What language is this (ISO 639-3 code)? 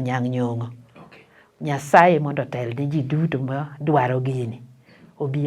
luo